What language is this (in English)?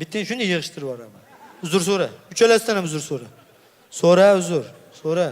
Uzbek